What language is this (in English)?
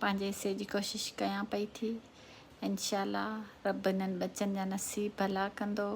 Sindhi